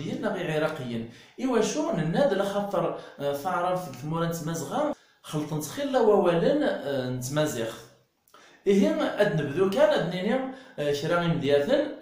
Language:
Kabyle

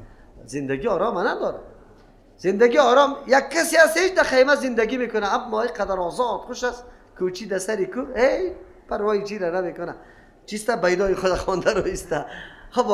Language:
Persian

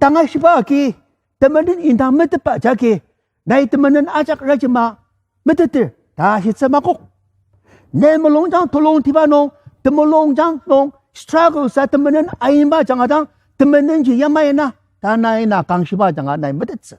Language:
Ao Naga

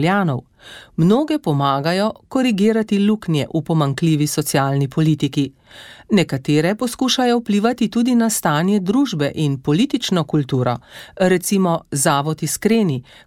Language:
Slovenian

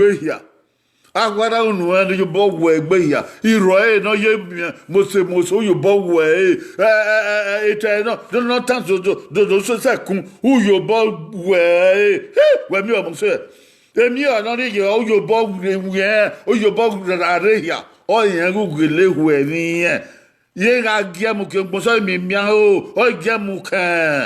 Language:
Bini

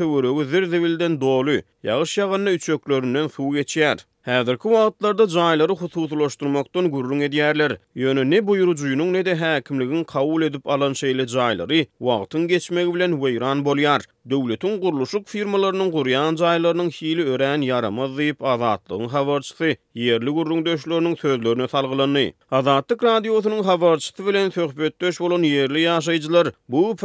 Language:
Turkmen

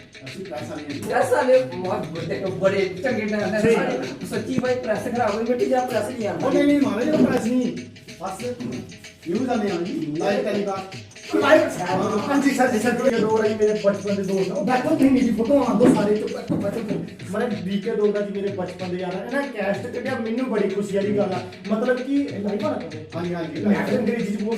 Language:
Dogri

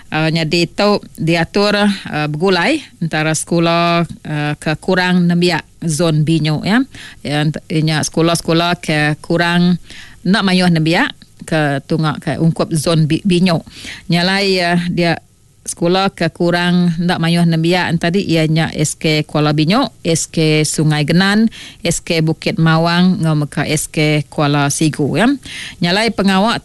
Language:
Iban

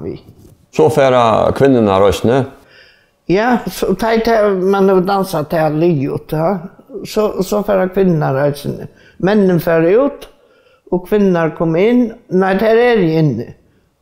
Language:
Faroese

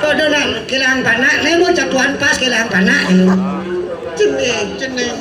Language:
Balinese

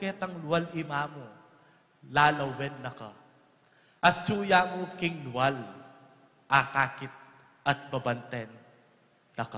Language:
Pampanga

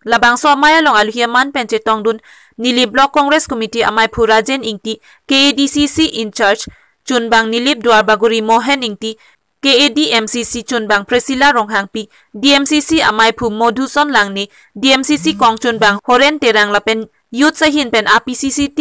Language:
Karbi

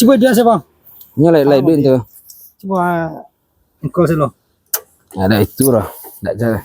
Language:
Minangkabau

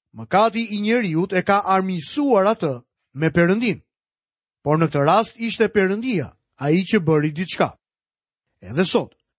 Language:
Albanian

